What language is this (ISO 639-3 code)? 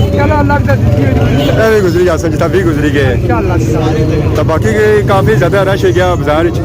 phr